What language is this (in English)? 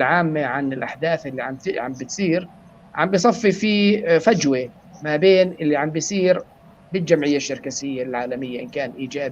North Levantine Arabic